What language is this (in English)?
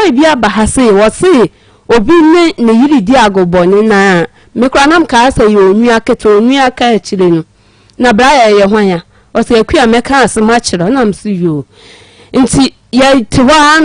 Akan